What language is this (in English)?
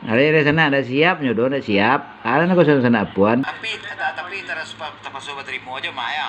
Minangkabau